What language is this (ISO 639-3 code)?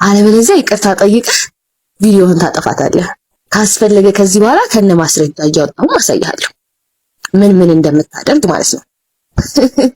amh